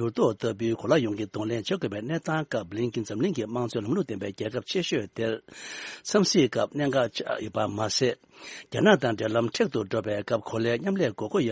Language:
Tibetan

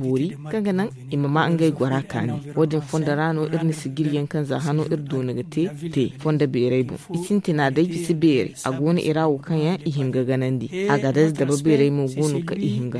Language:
Zarma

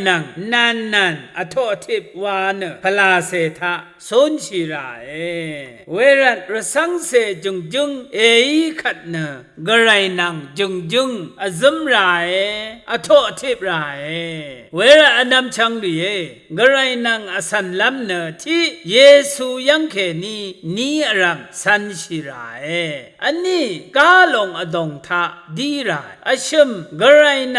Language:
Rawang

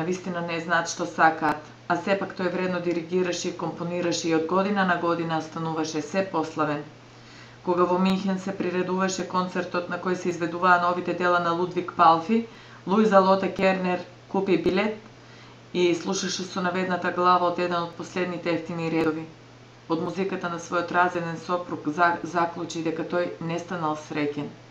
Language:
Macedonian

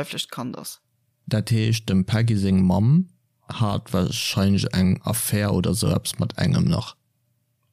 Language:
Luxembourgish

